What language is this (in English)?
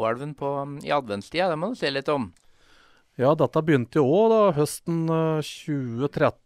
Norwegian